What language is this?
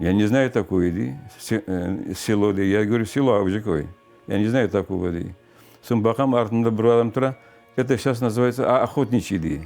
Crimean Tatar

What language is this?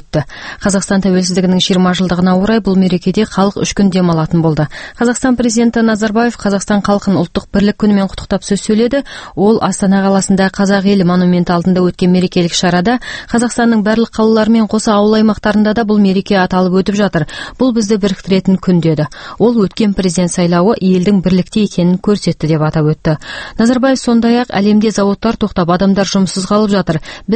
Kazakh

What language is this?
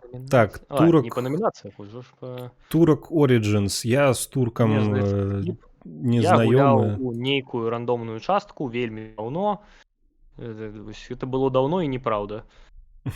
Belarusian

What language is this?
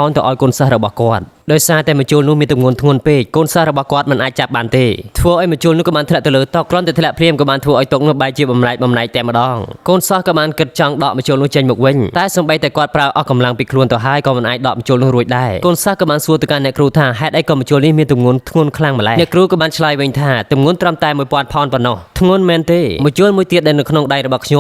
Khmer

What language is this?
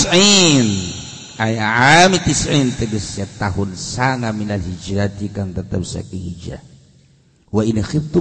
Sundanese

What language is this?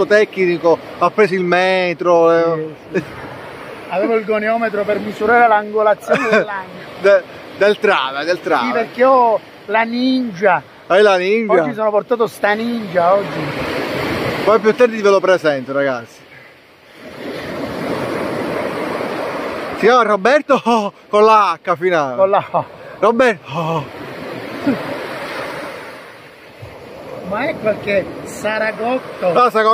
Italian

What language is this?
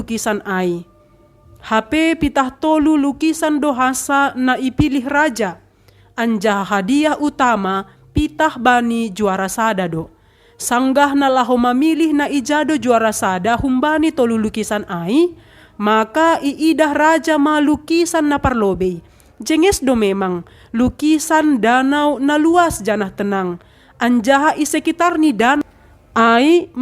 Batak Simalungun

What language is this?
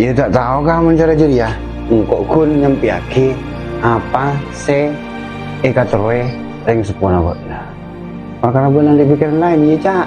Madurese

